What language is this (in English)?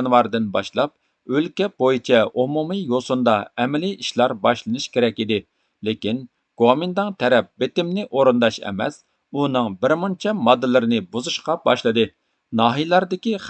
Uyghur